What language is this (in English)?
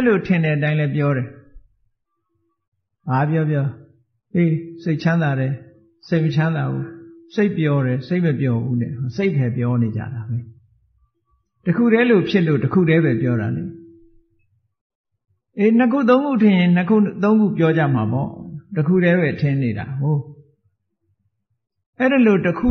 Burmese